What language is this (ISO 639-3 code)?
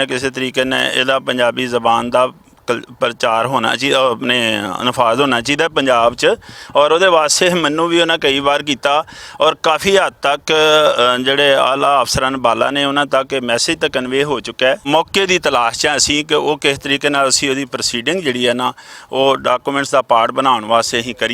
lah